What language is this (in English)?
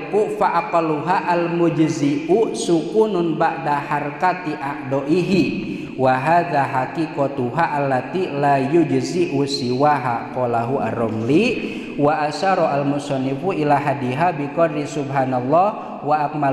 Sundanese